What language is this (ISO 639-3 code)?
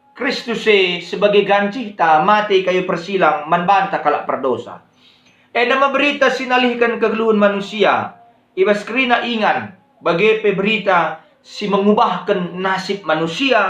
btx